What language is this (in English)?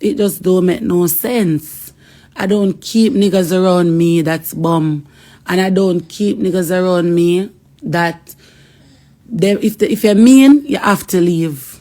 Jamaican Creole English